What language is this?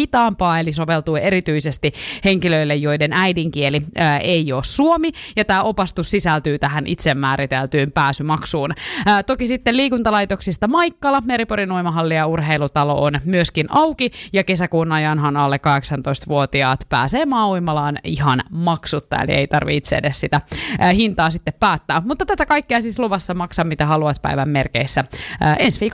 Finnish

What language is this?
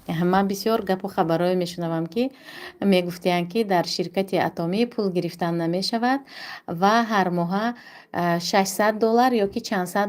Tajik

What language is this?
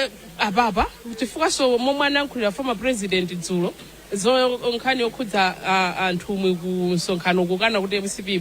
Nyanja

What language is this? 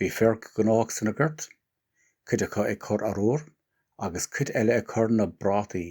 Irish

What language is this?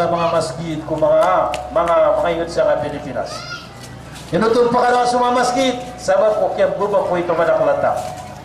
Maranao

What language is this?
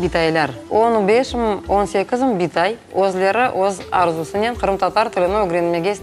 Crimean Tatar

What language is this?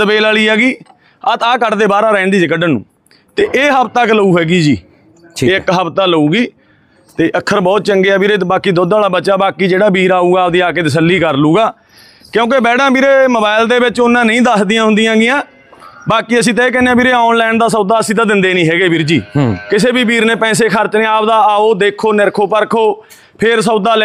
Punjabi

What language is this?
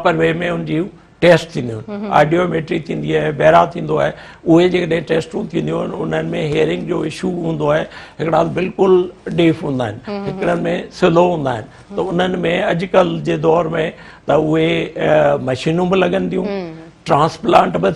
Sindhi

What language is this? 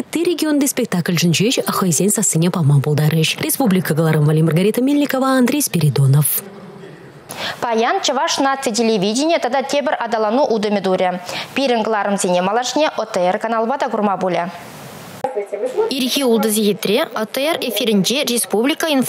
Chuvash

